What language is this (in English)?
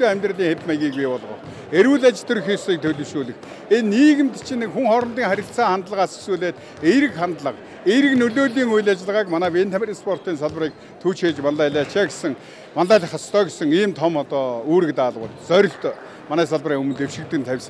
Mongolian